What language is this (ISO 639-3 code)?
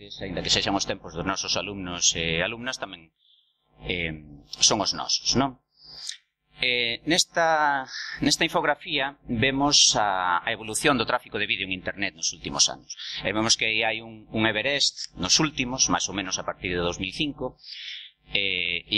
glg